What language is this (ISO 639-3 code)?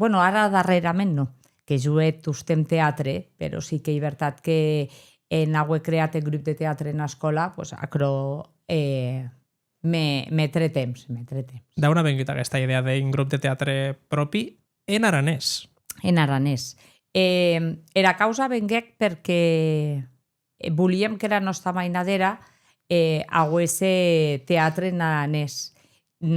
oci